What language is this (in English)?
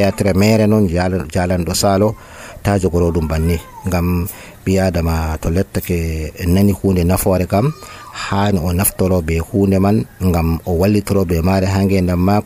Nigerian Fulfulde